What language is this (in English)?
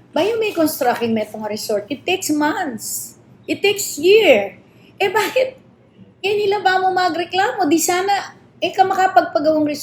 Pampanga